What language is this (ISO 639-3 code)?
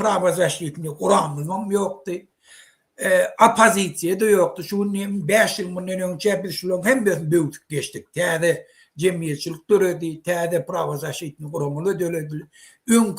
tuk